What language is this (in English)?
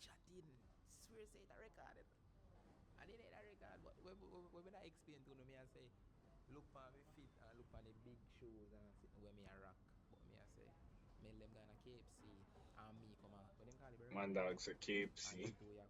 Jamaican Creole English